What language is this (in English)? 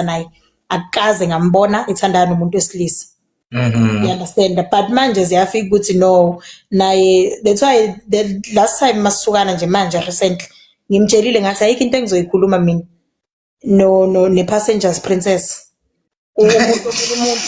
Zulu